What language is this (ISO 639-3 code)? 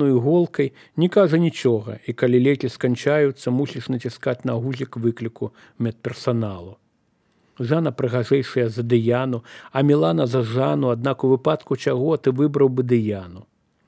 bel